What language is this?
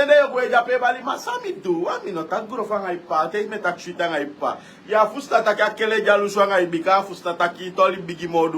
Sranan Tongo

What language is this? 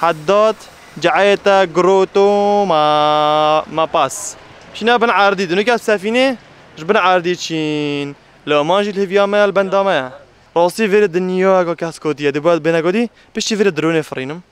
Kurdish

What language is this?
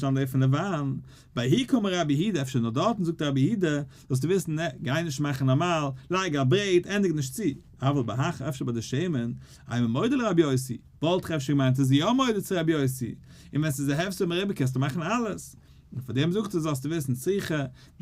Yiddish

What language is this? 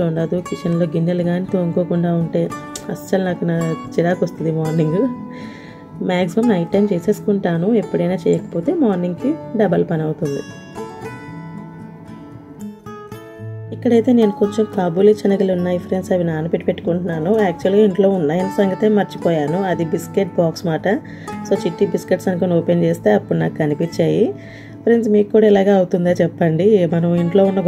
Telugu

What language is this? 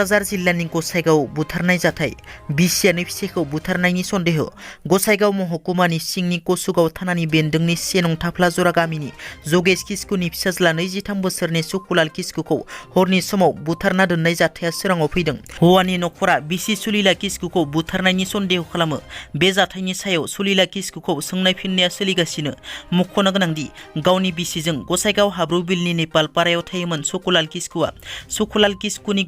Bodo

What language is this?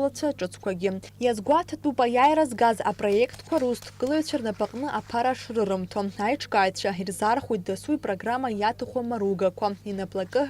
Abkhazian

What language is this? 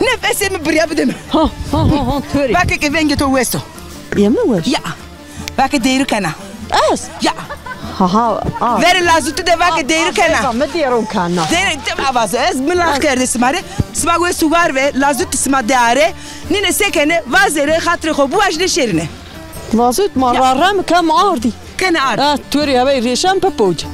Zaza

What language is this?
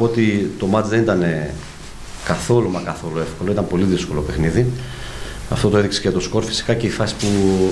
Greek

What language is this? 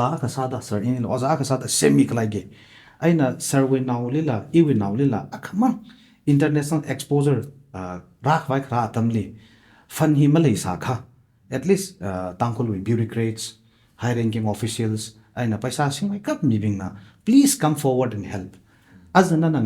Tangkhul Naga (India)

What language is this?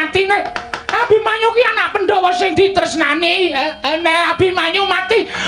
Javanese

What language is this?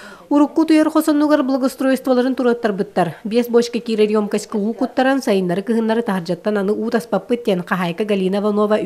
Yakut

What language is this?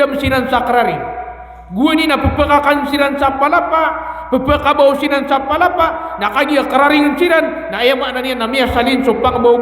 Maranao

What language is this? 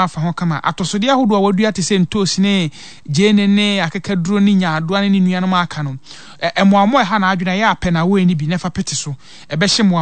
Akan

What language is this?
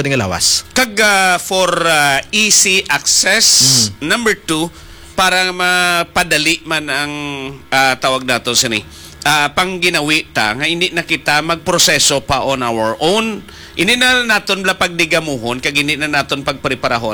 Hiligaynon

